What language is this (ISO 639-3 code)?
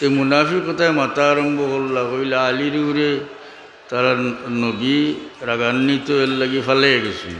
syl